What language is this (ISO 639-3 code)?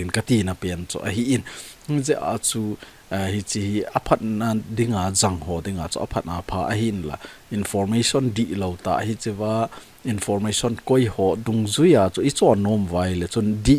tcz